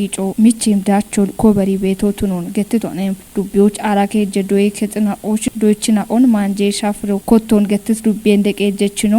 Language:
Kafa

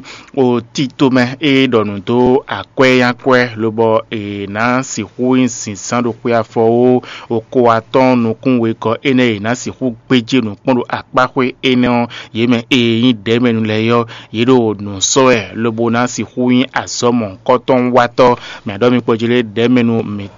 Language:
Fon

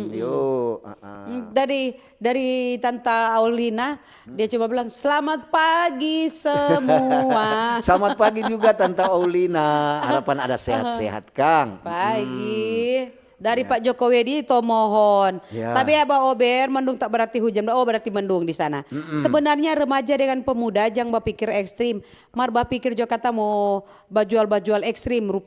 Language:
Manado Malay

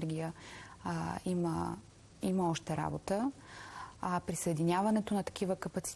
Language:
Bulgarian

